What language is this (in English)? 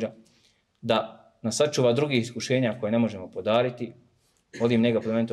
Bosnian